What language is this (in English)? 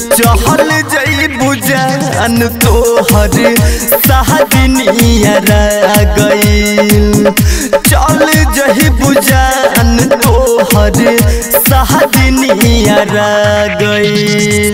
Bhojpuri